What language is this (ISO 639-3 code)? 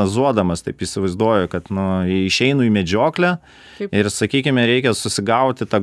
lit